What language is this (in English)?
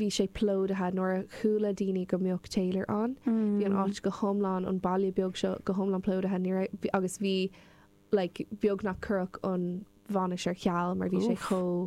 Irish